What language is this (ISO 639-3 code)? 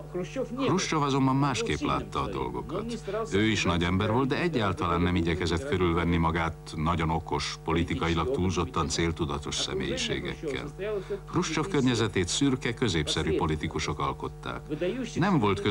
hun